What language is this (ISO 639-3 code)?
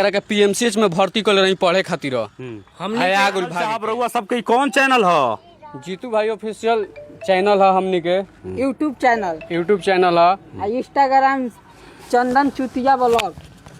bho